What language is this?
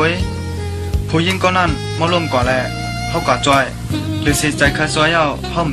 Shan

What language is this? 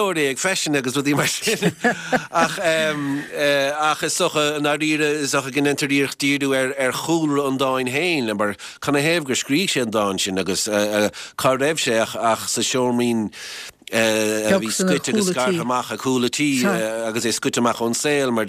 Irish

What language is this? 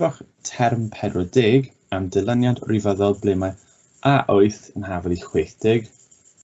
Welsh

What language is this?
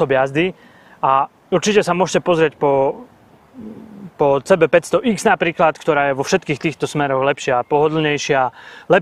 Slovak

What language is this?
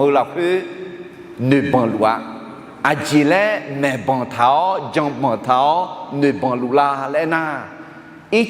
Akha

